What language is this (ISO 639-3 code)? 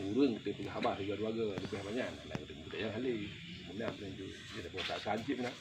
ace